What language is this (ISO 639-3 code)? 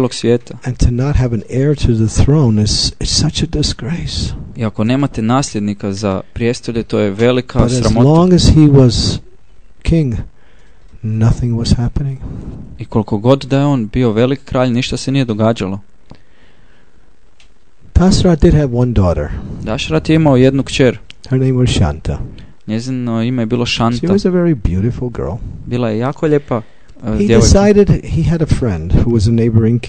hrv